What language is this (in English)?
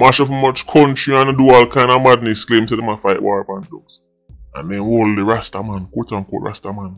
Jamaican Creole English